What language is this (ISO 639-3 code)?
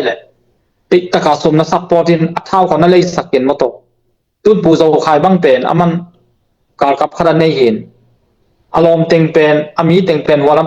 ctd